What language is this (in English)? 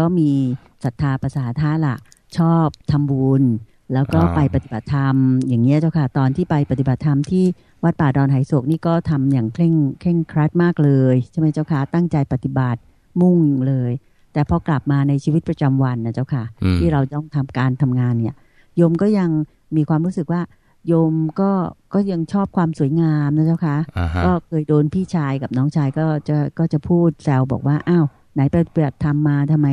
Thai